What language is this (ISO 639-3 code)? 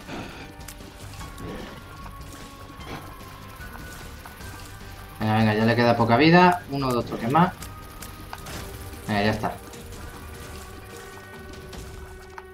spa